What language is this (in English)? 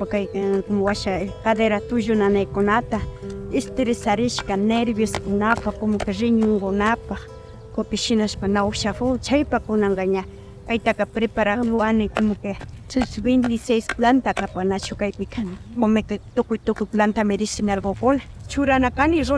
Imbabura Highland Quichua